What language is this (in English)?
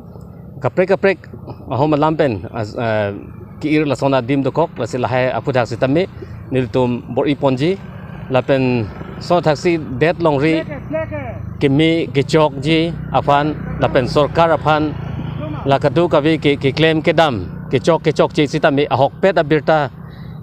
Karbi